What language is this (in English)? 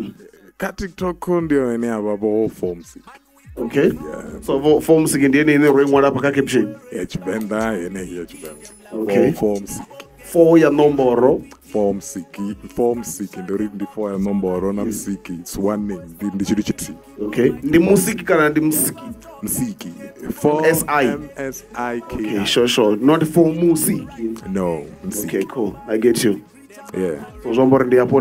Venda